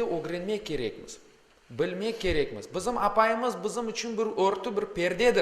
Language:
Crimean Tatar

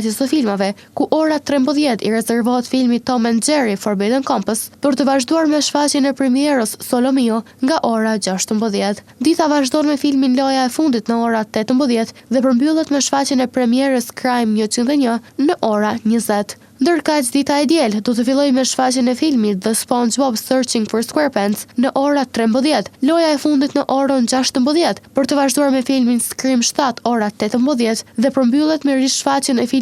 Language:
Albanian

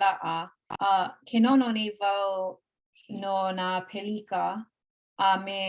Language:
Hawaiian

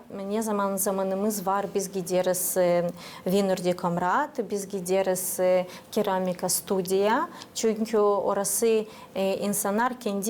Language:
Gagauz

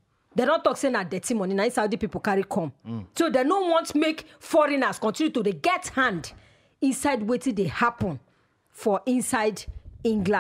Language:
Nigerian Pidgin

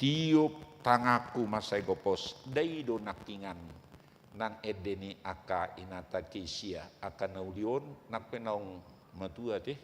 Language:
Batak Toba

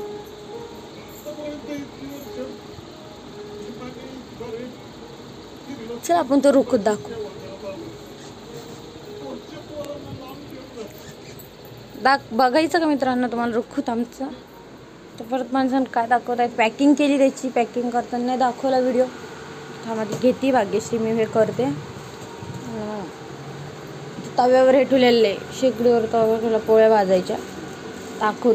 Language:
Marathi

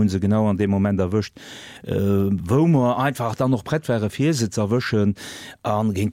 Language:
Luxembourgish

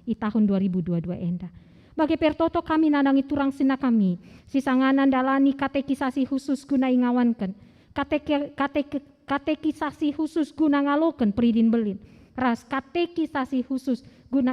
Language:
Batak Karo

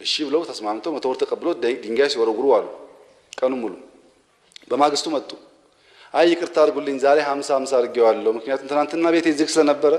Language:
Amharic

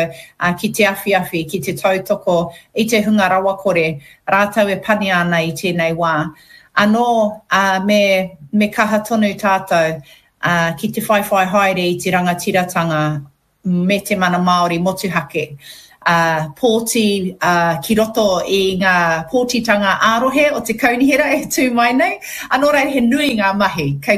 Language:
Māori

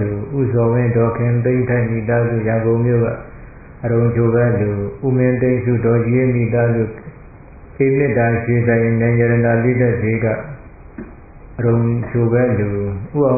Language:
Burmese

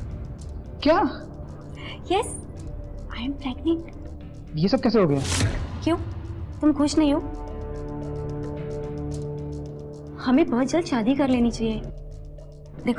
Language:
Hindi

